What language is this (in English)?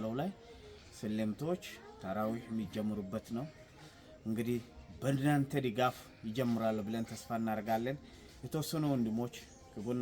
Amharic